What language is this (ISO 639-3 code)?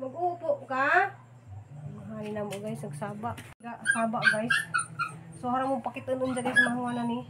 ceb